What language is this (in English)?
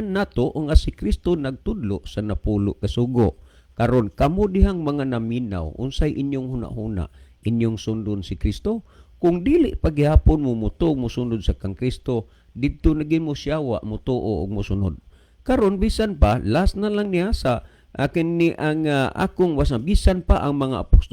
Cebuano